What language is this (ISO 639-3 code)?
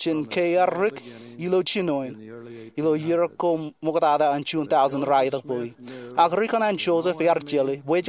mah